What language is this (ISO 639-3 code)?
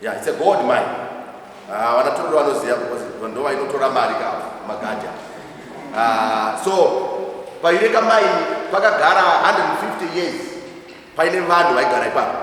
sna